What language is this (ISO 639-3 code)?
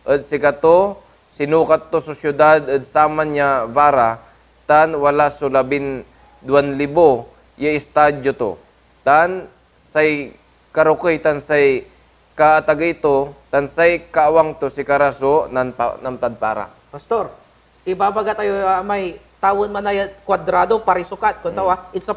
pag